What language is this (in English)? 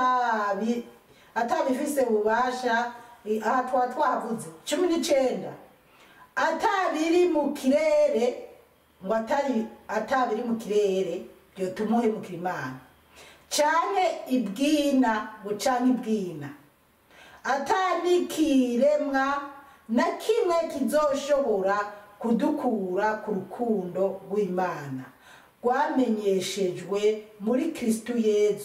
Rundi